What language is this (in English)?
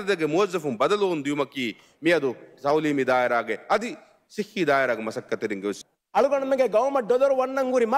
Divehi